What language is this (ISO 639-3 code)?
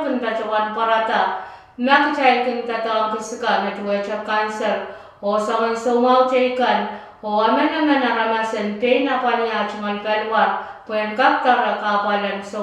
pon